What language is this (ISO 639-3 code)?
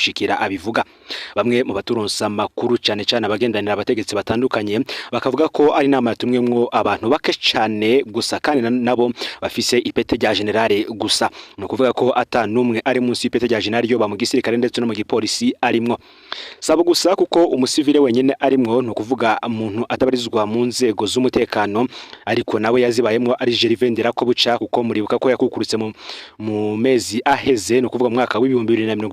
run